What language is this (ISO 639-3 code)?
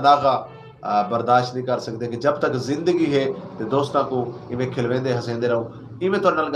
skr